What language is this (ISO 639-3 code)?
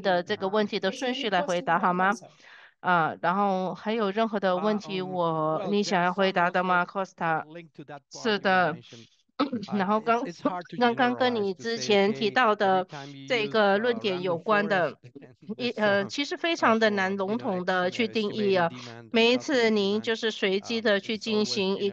zho